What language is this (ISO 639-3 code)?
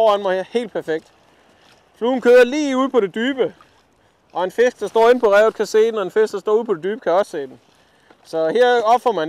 dan